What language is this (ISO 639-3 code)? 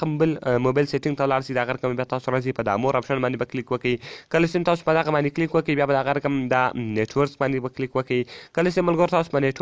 pus